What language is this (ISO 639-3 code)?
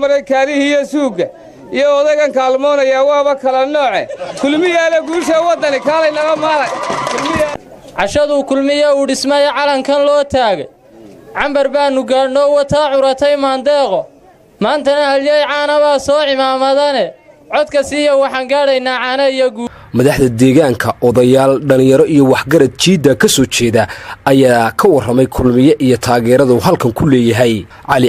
som